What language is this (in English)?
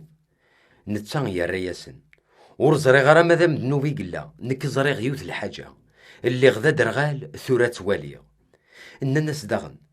Kabyle